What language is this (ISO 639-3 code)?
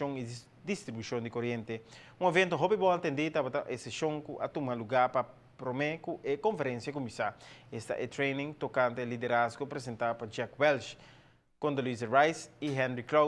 pap